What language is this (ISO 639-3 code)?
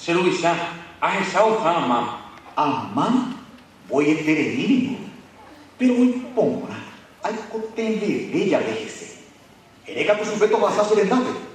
grn